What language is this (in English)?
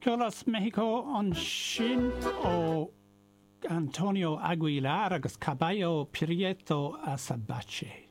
Irish